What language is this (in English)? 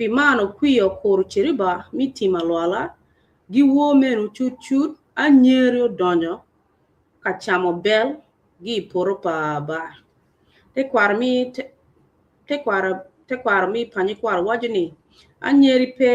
Acoli